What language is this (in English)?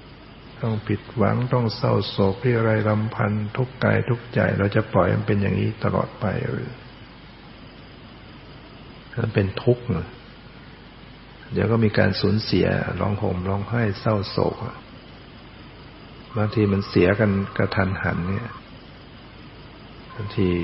Thai